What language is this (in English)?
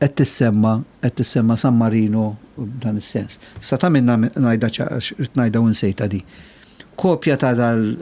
Maltese